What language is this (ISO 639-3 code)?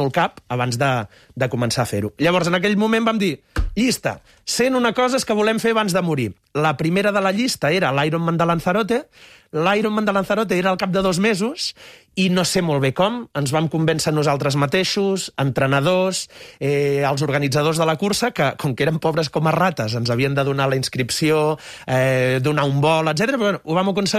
cat